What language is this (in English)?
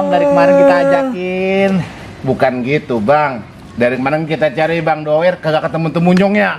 Betawi